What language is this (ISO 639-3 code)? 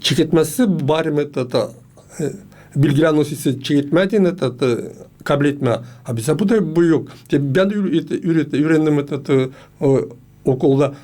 gag